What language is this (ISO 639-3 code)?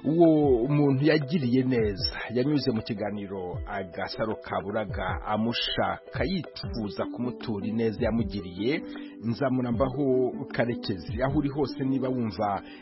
kin